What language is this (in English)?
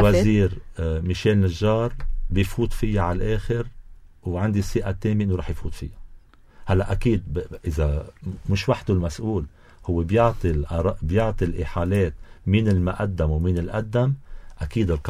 North Levantine Arabic